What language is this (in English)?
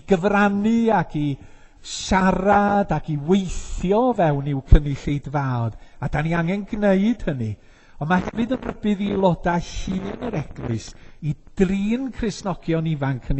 Welsh